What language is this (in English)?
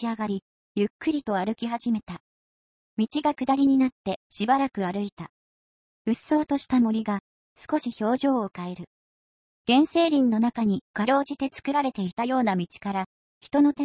Japanese